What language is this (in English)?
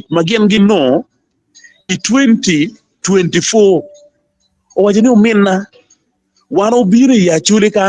Acoli